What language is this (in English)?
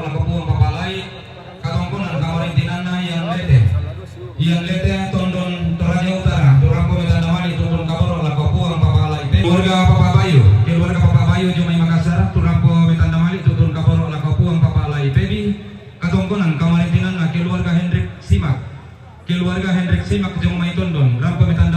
Toraja-Sa'dan